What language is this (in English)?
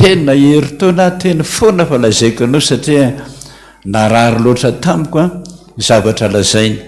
Malagasy